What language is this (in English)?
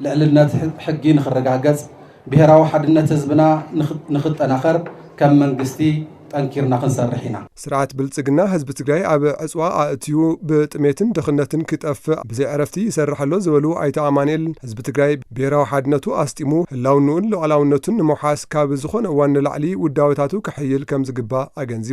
Tigrinya